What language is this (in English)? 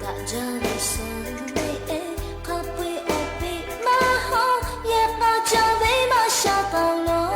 Lahu